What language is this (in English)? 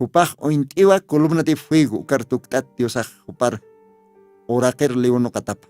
Aymara